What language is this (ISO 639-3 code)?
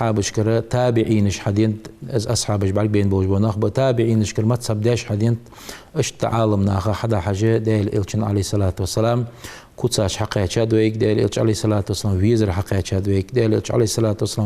inh